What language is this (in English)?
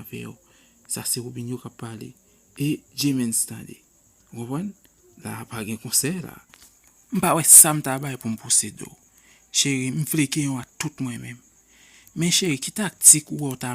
Haitian Creole